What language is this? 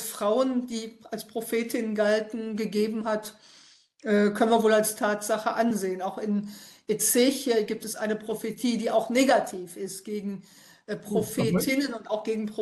German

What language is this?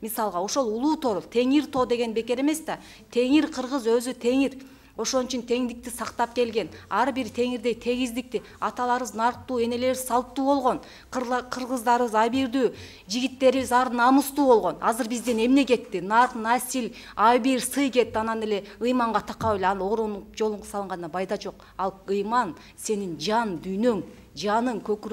Kyrgyz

